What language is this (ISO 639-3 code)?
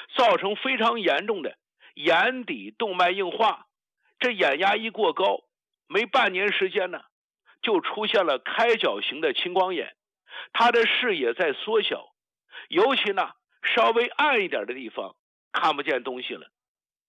zho